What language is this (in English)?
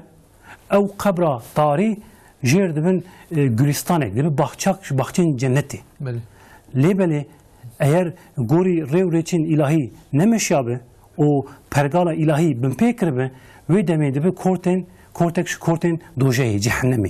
Kurdish